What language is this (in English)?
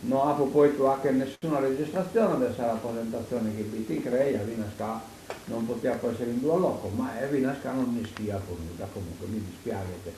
Sardinian